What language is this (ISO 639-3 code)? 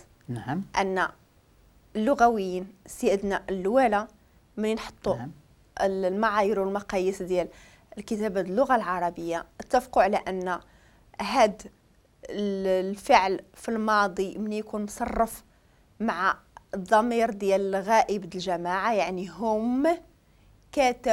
ary